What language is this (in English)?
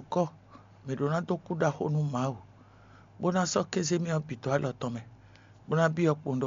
Fon